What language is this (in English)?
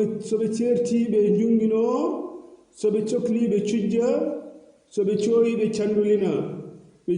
Fula